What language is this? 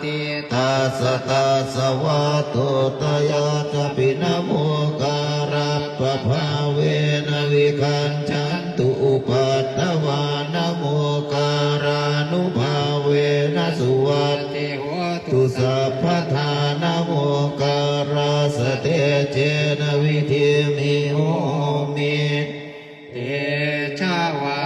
Pali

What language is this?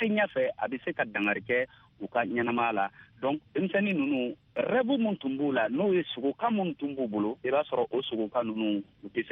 Bambara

